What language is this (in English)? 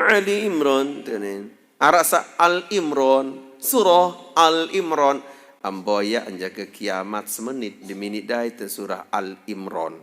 Sasak